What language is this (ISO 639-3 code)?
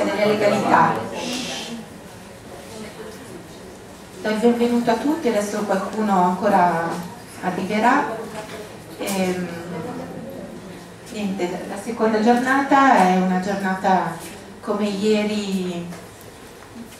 ita